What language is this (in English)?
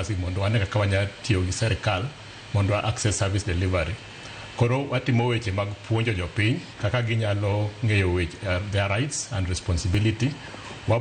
Luo (Kenya and Tanzania)